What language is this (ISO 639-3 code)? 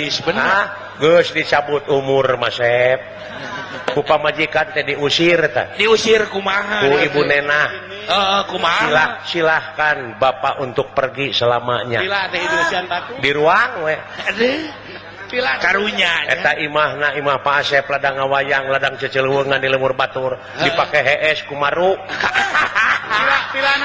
sun